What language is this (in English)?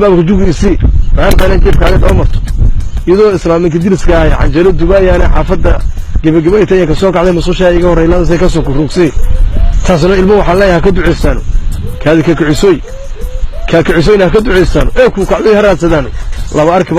Somali